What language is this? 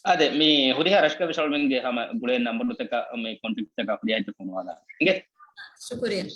Divehi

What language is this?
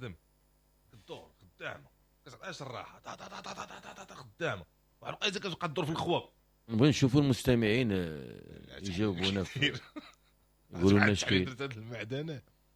Moroccan Arabic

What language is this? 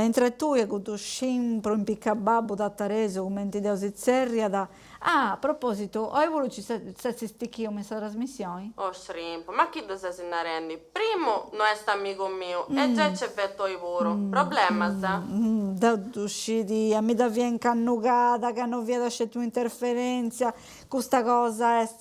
Sardinian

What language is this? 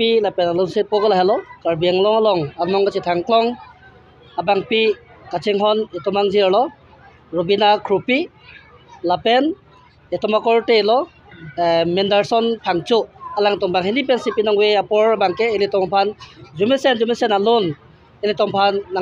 Karbi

